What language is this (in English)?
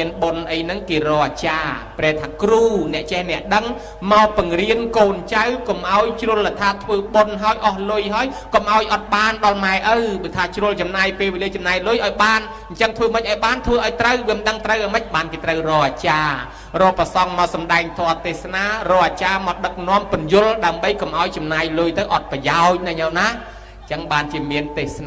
Khmer